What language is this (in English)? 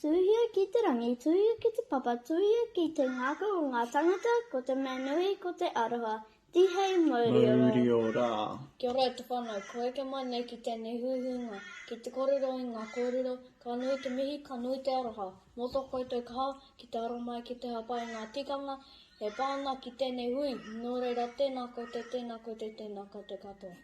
Māori